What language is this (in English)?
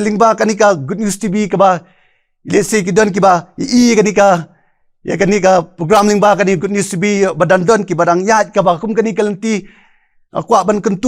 Khasi